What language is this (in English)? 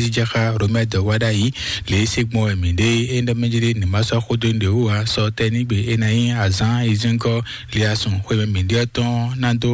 Fon